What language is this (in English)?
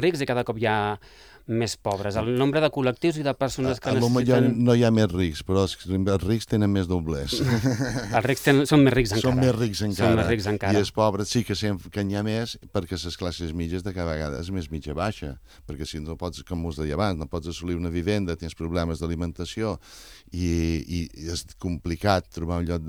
Catalan